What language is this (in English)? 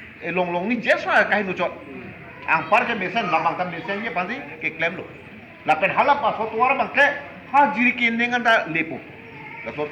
Karbi